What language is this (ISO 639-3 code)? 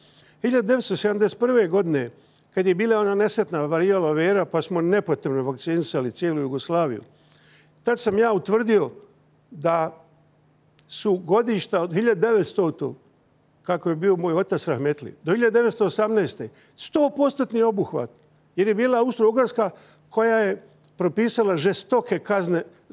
bos